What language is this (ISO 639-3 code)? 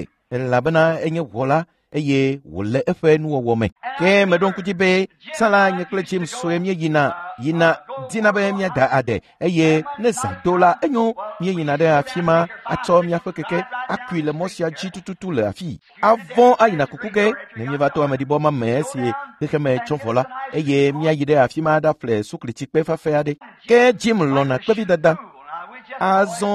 ewe